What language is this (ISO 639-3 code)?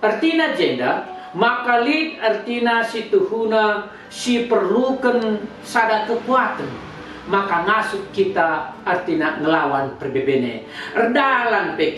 btx